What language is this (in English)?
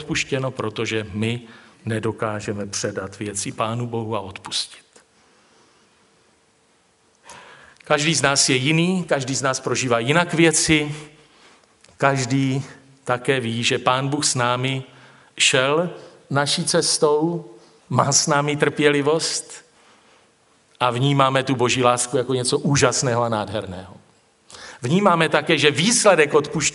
Czech